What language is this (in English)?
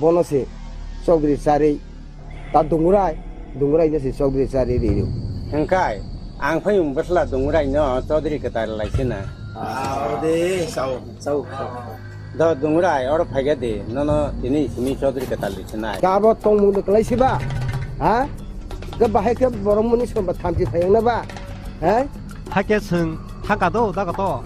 Kok Borok